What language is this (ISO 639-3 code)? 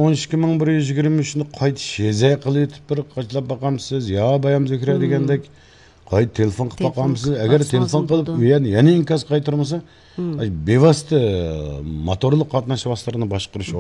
uig